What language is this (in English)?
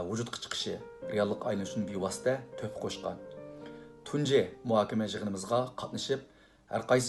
Uyghur